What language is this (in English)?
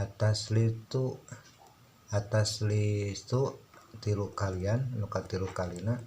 Sundanese